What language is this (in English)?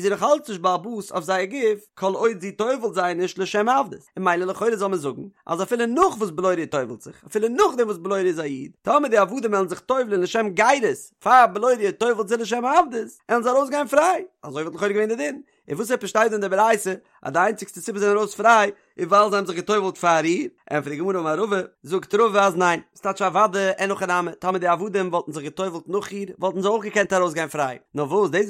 Yiddish